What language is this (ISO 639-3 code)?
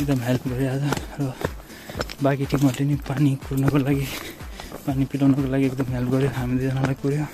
nep